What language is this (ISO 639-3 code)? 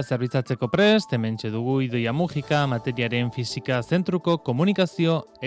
eus